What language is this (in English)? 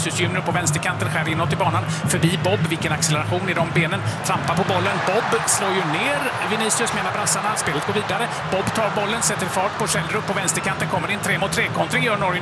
Swedish